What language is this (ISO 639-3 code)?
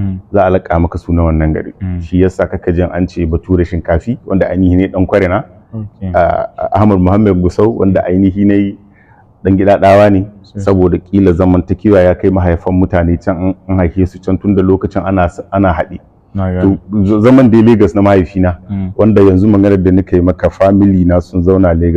hau